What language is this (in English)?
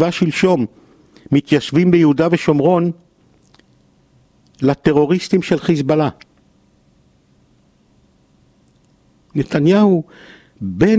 Hebrew